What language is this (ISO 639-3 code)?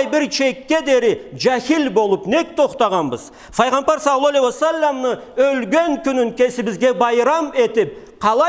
krc